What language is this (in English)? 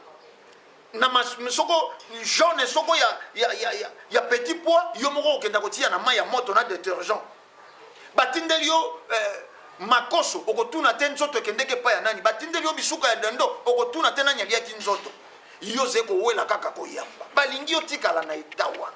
Lingala